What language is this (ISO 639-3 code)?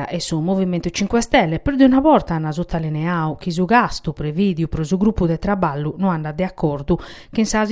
srd